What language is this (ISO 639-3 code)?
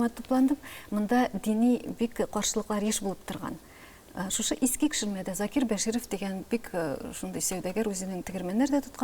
tat